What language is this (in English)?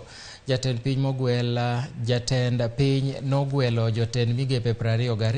Luo (Kenya and Tanzania)